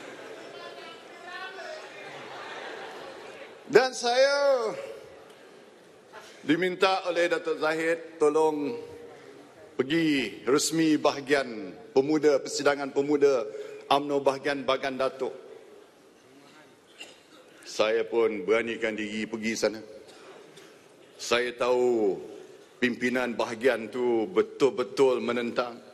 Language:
Malay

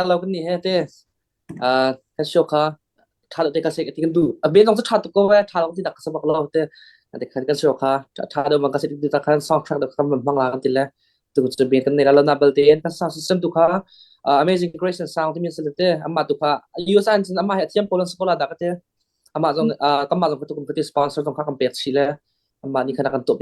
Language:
Hakha Chin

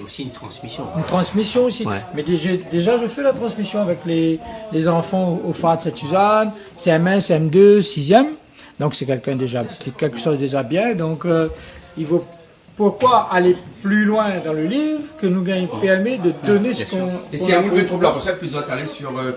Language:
Réunion Creole French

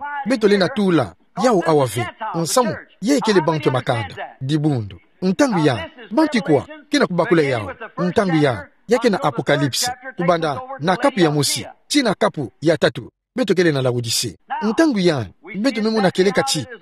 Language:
Kituba (Democratic Republic of Congo)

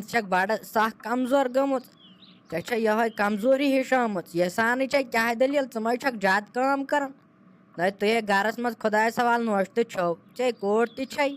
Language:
Kashmiri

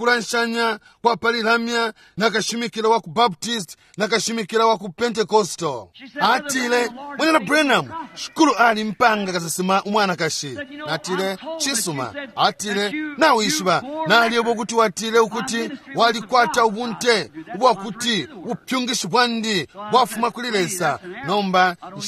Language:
Bemba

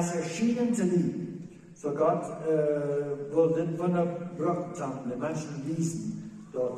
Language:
Plautdietsch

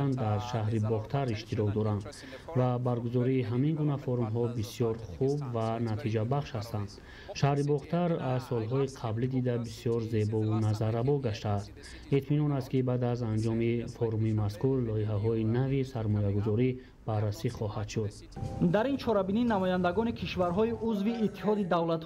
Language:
Tajik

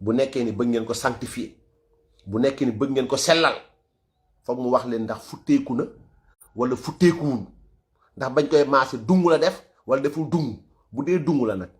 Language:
Wolof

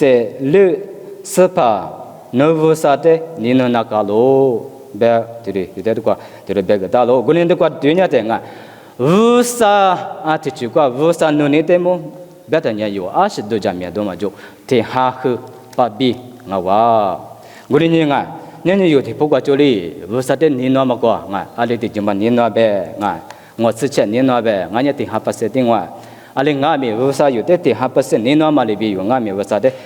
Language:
Lisu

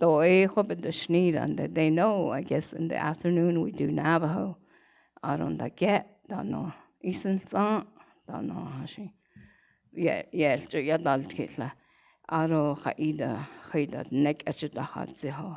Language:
Navajo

